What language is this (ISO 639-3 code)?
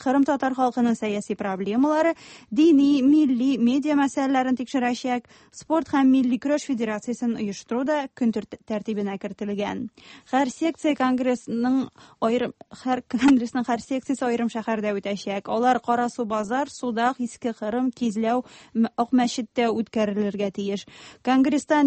tat